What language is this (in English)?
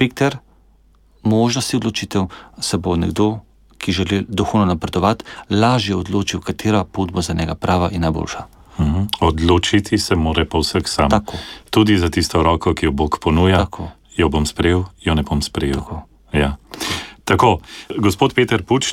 Slovenian